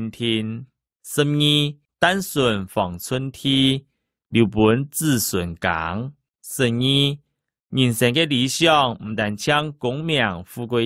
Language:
Hakka Chinese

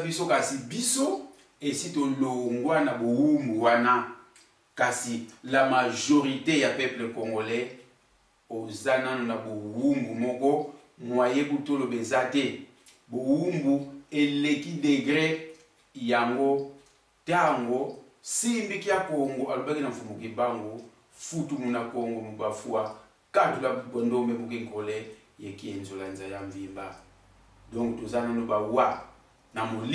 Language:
Lingala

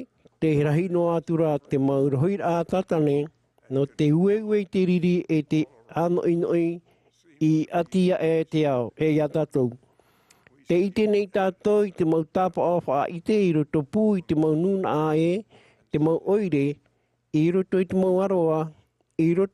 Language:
Tahitian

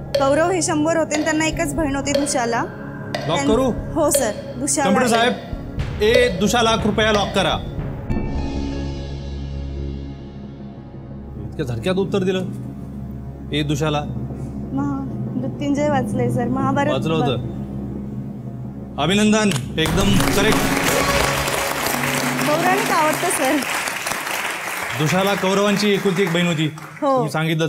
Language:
Marathi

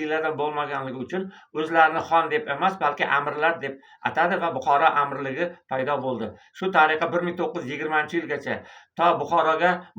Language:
Uzbek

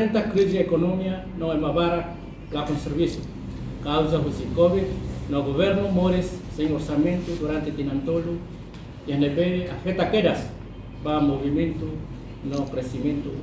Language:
Tetum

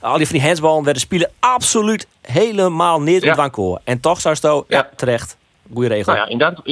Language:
Western Frisian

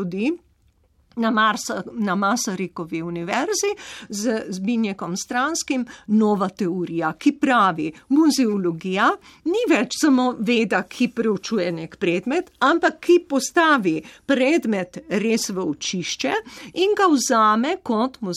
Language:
Slovenian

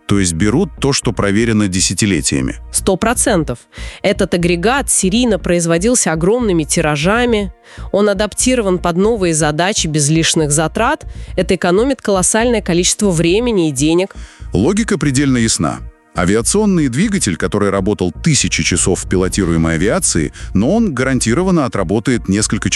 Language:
Russian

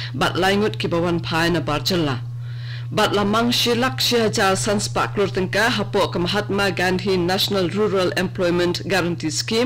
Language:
Khasi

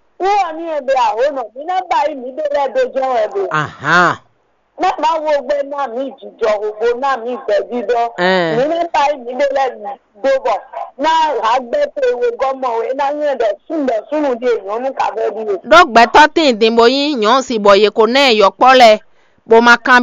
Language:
Fon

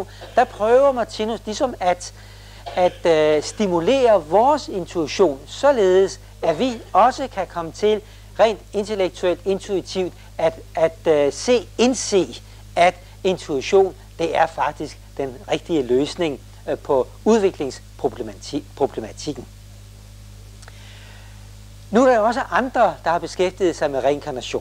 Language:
Danish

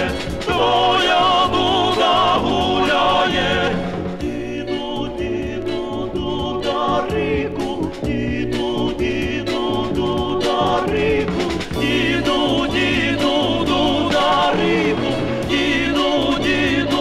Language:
Ukrainian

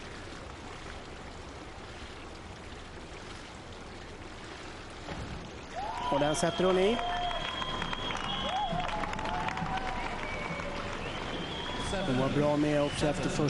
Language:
Swedish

